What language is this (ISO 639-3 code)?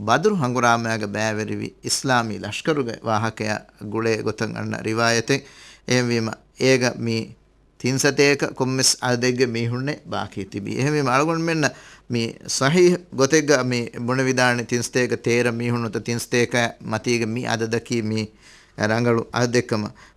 div